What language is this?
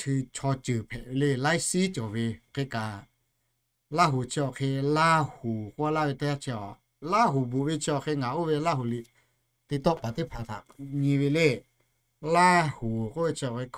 Lahu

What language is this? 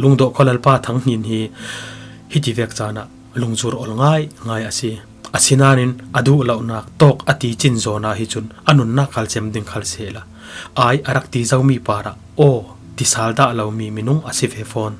Falam Chin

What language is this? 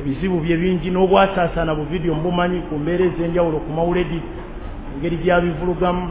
Ganda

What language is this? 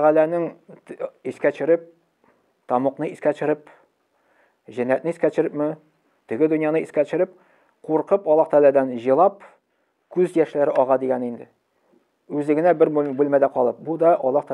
Tatar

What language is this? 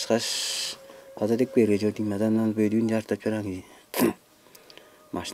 Tuvinian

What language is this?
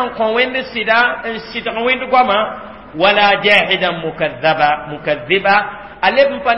Mossi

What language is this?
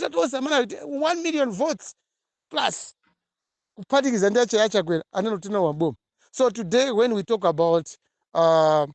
Nyanja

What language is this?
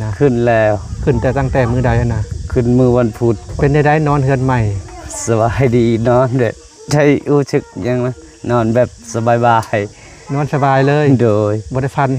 Lao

